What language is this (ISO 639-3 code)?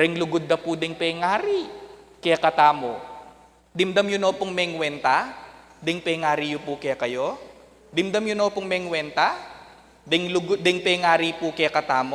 pam